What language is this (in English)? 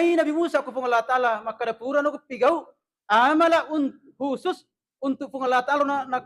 Buginese